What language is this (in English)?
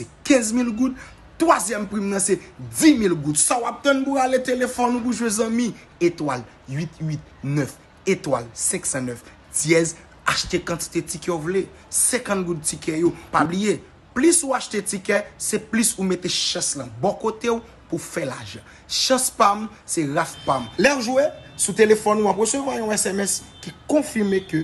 Haitian Creole